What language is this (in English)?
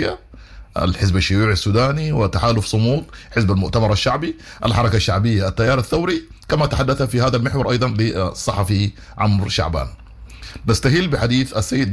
Sudanese Arabic